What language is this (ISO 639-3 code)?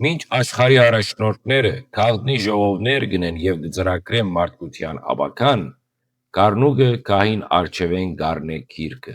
hyw